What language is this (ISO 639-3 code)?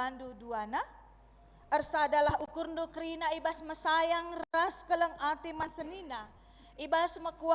btx